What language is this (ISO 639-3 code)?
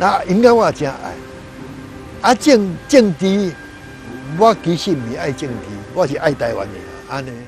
nan